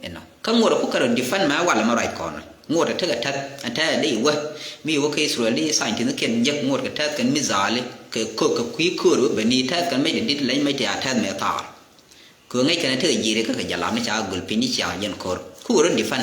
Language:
Nuer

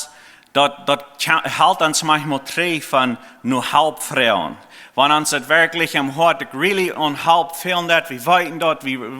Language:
Plautdietsch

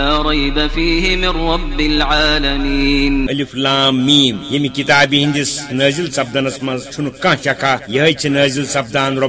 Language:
Kashmiri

